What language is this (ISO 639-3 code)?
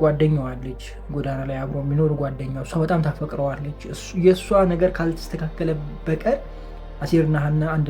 amh